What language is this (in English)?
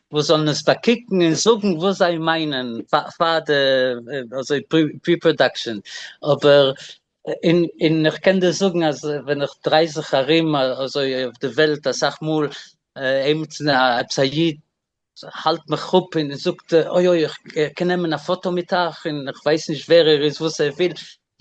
Yiddish